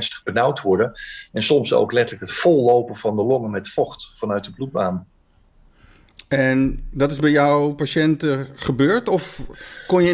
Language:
Dutch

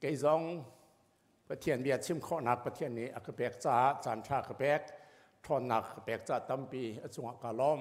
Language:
Hakha Chin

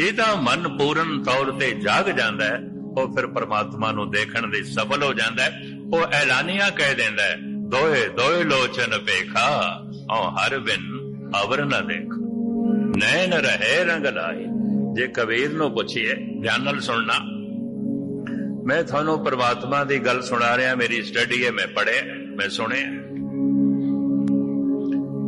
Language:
Punjabi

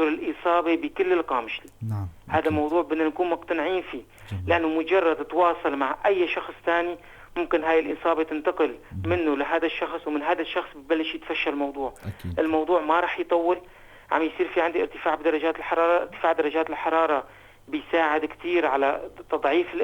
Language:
North Levantine Arabic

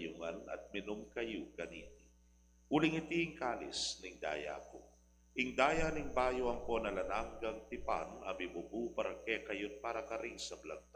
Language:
Pampanga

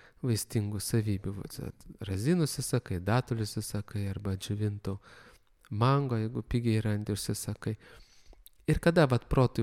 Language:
Lithuanian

